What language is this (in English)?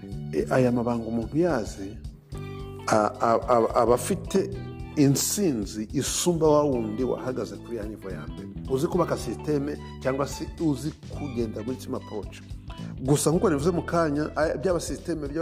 Kinyarwanda